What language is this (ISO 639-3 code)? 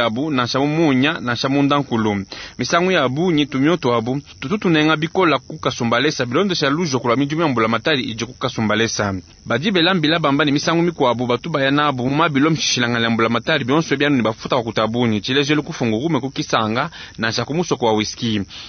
lua